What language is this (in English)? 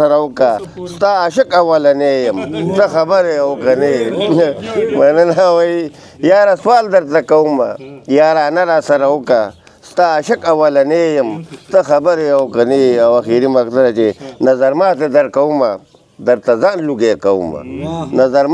Pashto